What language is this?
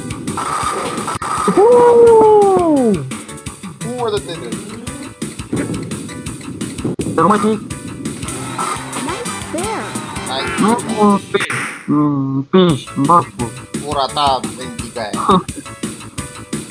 Romanian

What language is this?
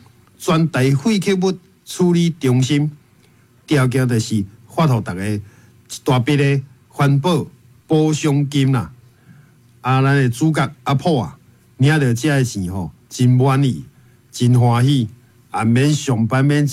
Min Nan Chinese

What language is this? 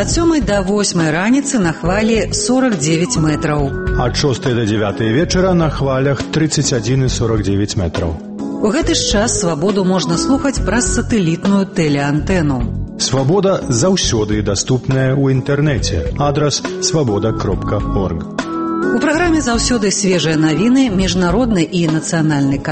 Belarusian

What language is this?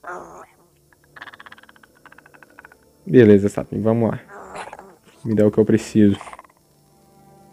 Portuguese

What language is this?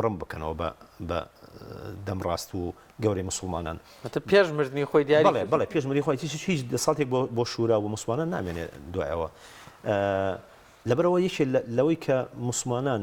Central Kurdish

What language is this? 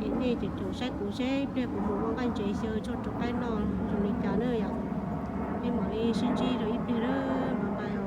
Hmong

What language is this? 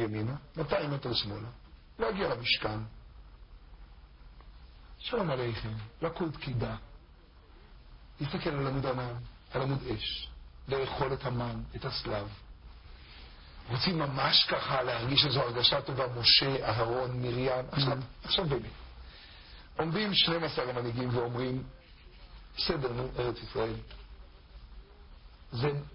Hebrew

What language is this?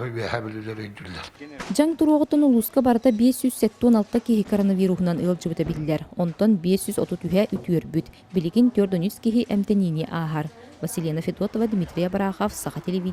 Yakut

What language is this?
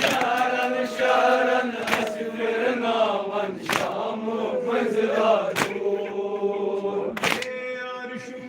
Kashmiri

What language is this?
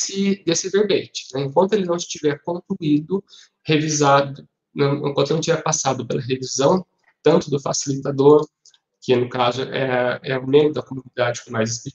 Portuguese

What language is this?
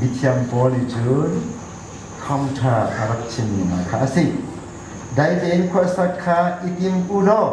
Hakha Chin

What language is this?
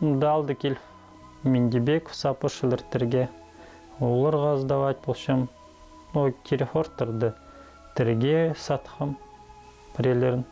Khakas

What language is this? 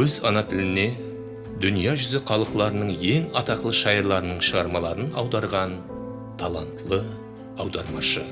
Kara-Kalpak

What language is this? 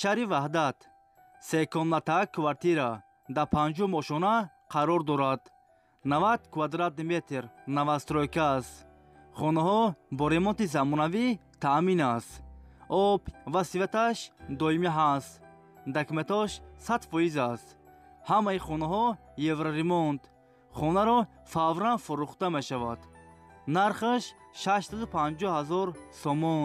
Tajik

